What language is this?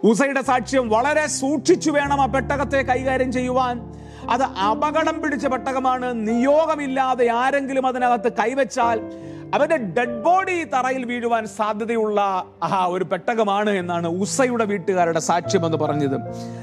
Malayalam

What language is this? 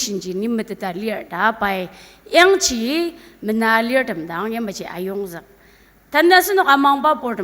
Ao Naga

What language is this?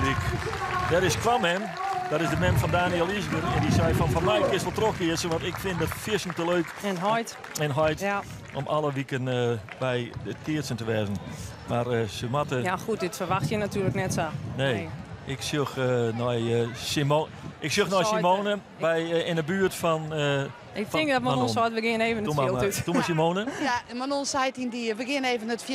Western Frisian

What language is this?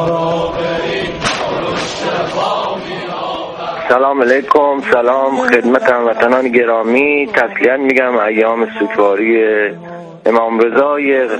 Persian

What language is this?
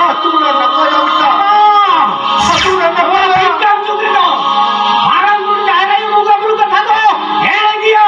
Santali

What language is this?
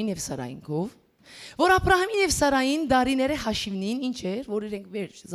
Western Armenian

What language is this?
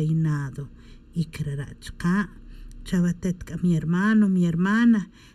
Tz'utujil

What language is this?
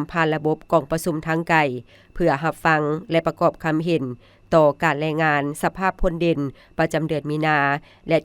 Lao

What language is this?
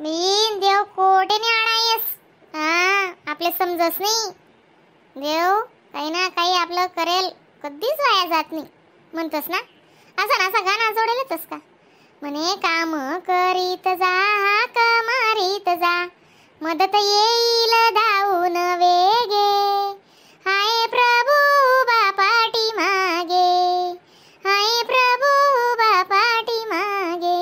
Khandesi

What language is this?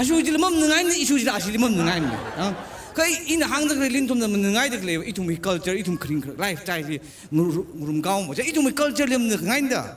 Tangkhul Naga (India)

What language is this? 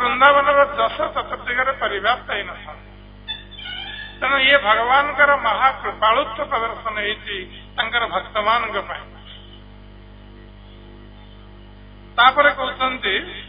Odia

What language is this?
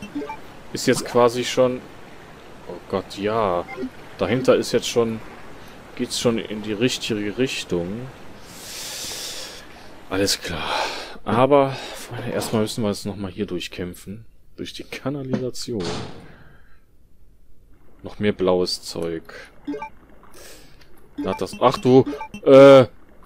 German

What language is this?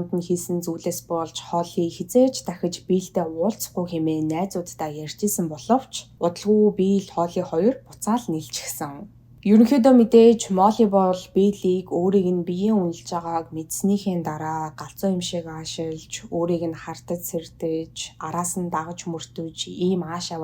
Mongolian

